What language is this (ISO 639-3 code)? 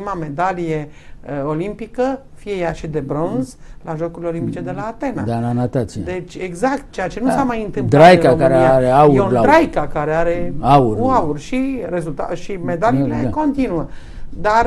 ron